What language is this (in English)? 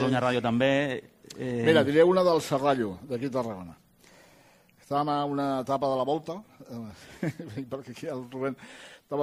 Catalan